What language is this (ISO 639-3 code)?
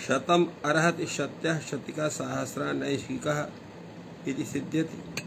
san